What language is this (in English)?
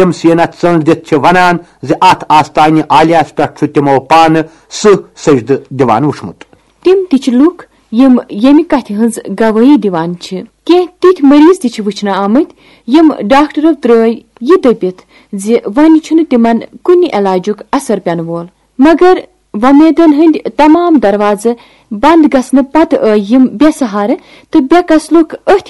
Kashmiri